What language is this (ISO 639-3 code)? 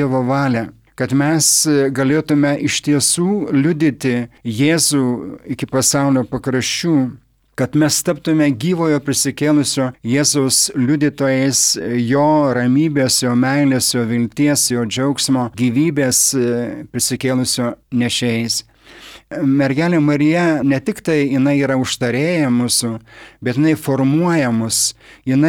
lit